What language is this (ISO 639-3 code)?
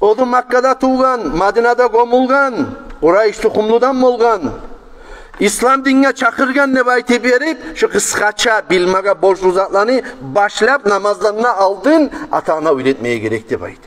kum